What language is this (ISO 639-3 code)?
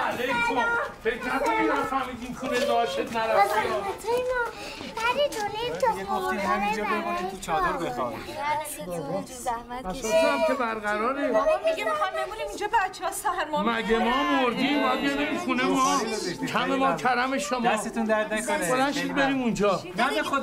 fas